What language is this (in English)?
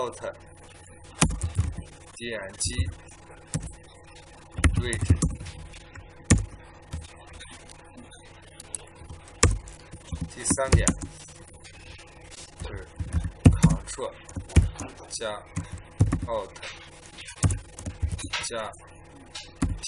Chinese